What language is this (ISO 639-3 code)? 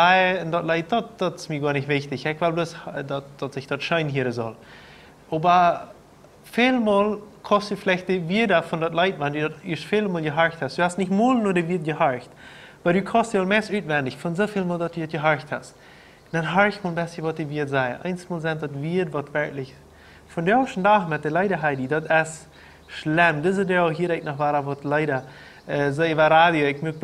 pdt